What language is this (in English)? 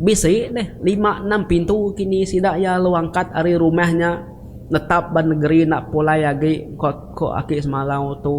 Iban